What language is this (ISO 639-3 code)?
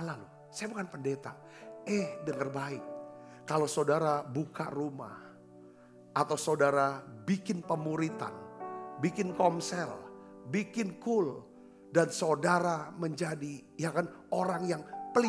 ind